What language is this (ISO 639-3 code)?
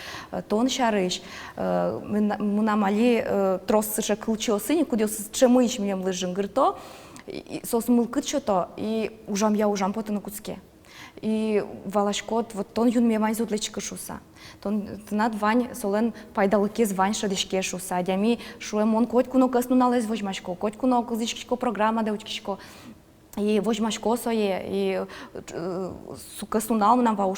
udm